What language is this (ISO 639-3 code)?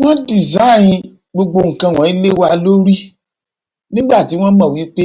yor